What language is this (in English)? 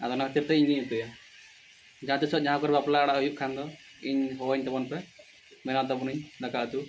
Santali